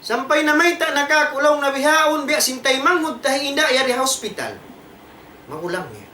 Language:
Tausug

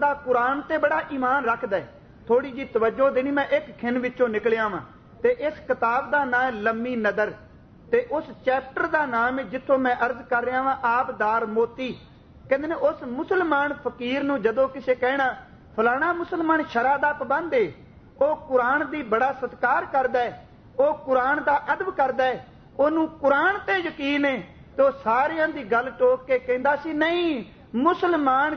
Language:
Punjabi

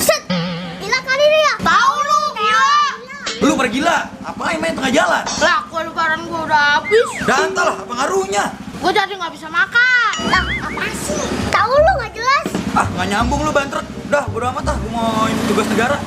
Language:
Betawi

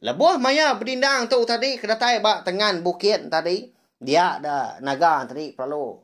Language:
Iban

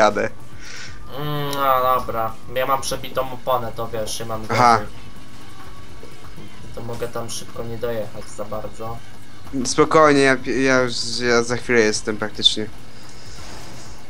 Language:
Polish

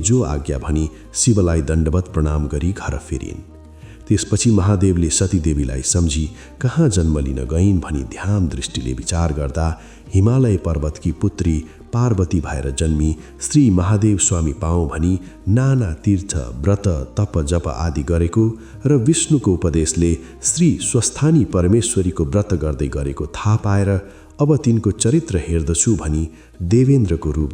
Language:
Nepali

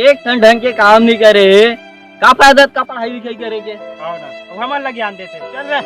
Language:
Chhattisgarhi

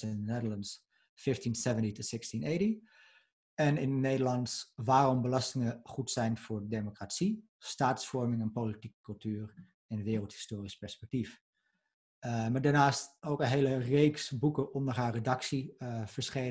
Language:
Dutch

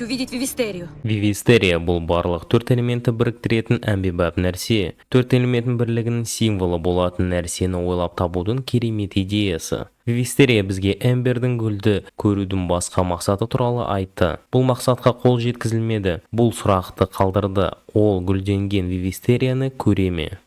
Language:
Kazakh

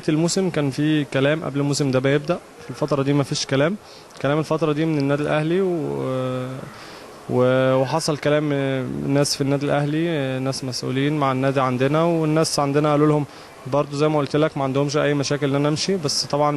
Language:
Egyptian Arabic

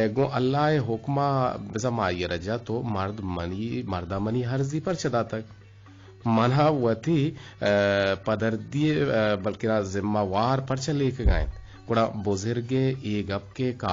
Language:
Eastern Balochi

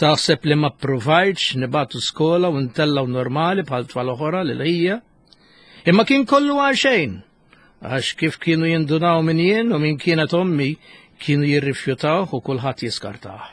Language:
Maltese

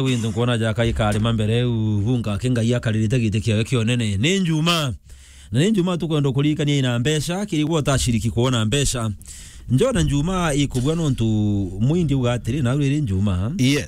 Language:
Meru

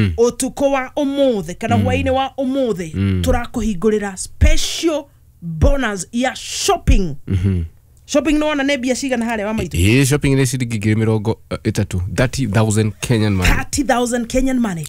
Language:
Kikuyu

